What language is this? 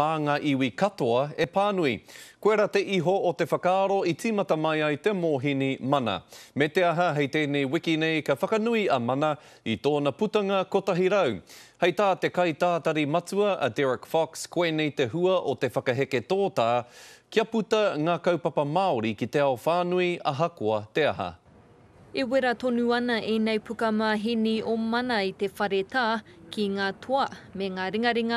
Māori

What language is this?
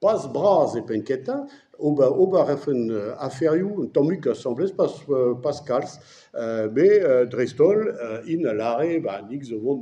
Breton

